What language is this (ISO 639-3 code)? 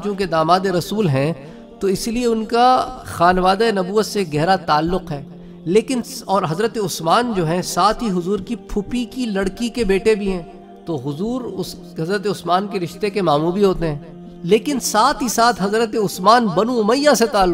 urd